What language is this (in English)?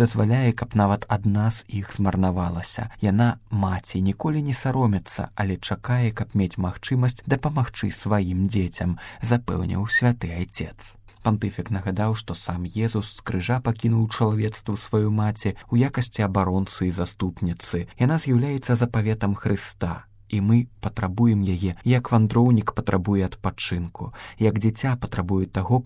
Belarusian